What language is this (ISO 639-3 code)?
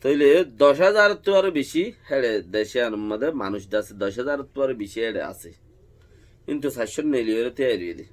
rhg